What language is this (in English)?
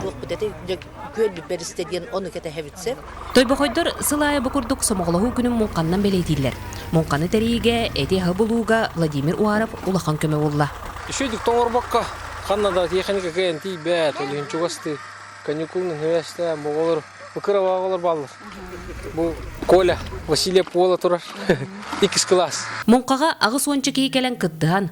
Yakut